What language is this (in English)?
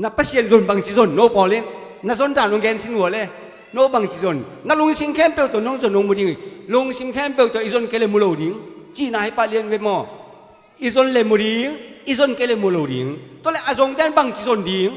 Tedim Chin